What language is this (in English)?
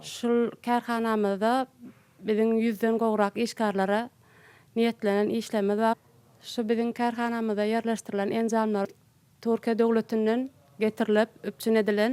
Turkmen